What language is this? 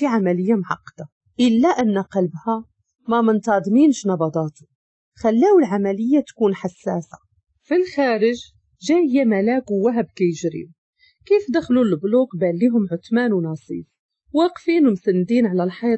Moroccan Arabic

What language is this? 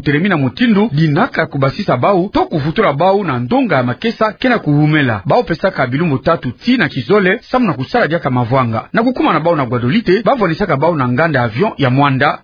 Kituba (Democratic Republic of Congo)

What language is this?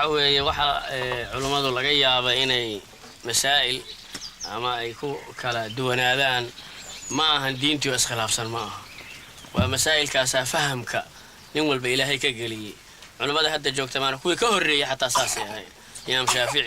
Somali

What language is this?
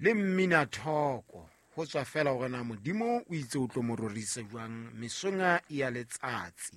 Southern Sotho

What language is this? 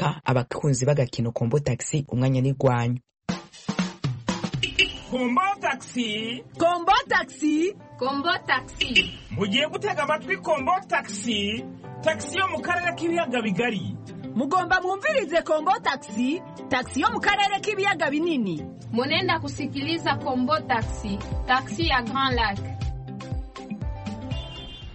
Kinyarwanda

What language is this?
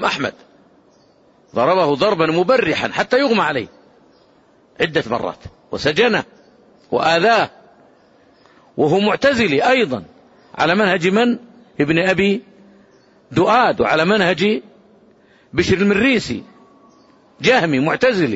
Arabic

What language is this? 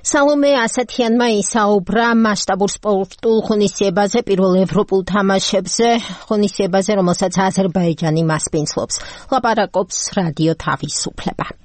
Georgian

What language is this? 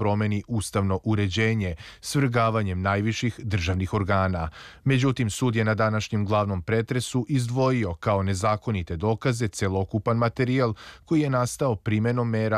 Serbian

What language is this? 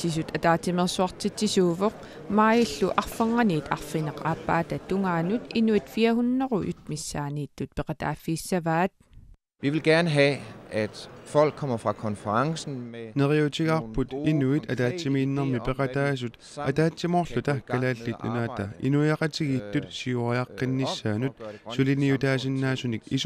Kalaallisut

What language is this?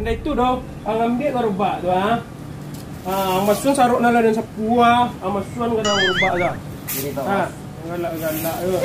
Minangkabau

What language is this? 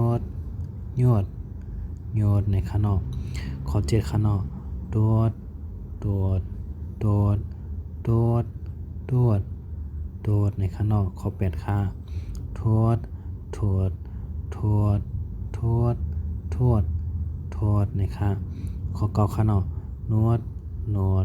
Shan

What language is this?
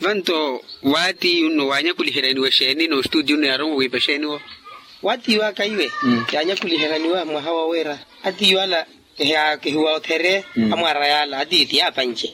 Makhuwa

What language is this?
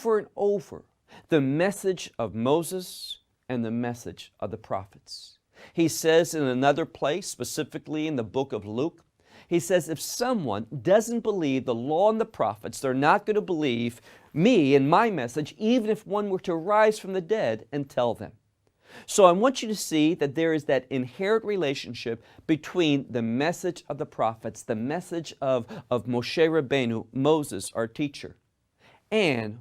English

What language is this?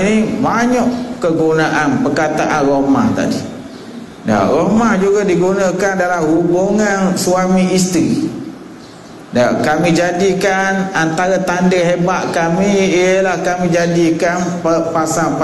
Malay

